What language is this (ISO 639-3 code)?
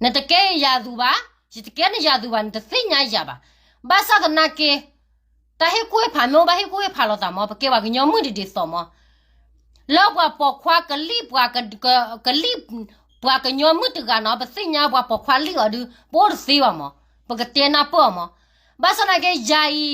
ksw